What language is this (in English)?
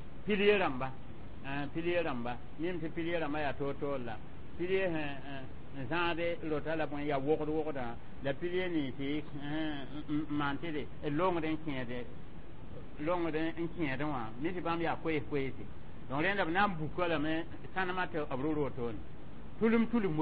Mossi